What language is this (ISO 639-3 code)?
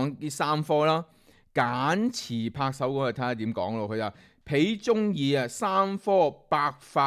yue